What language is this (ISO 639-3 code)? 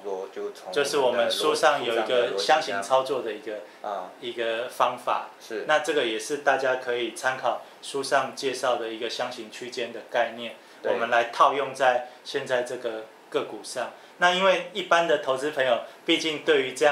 zho